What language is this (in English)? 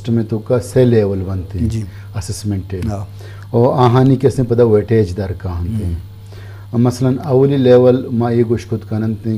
Eastern Balochi